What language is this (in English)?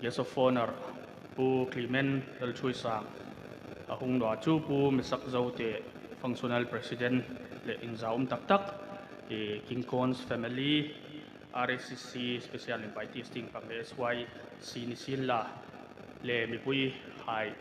Hmar